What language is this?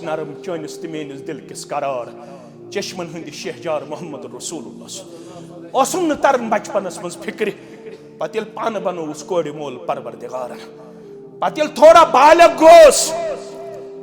Kashmiri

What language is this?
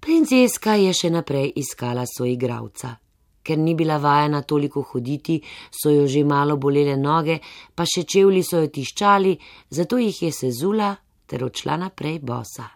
Slovenian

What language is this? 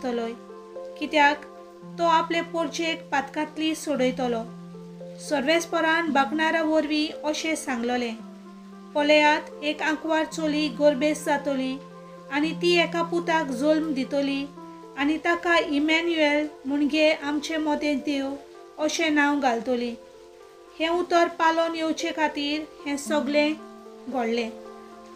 Konkani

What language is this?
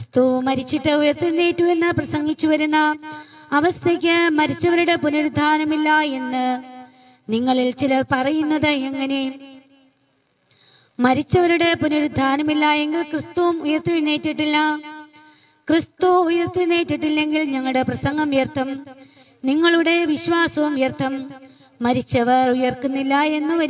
Malayalam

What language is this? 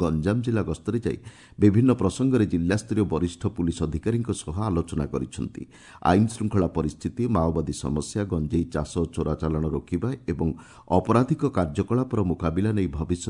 Odia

